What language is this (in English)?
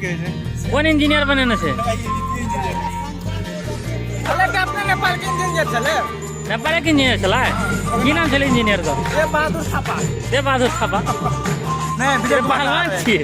Maithili